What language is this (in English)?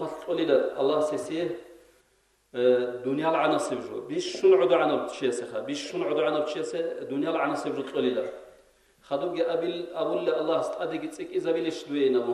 Avaric